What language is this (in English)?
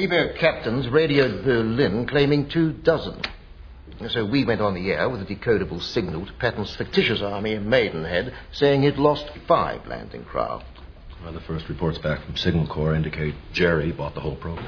English